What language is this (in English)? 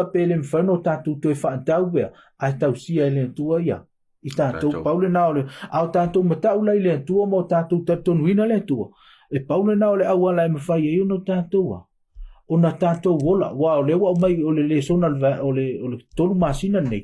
Samoan